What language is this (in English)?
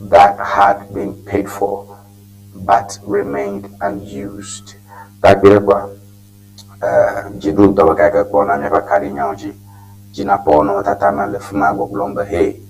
Ewe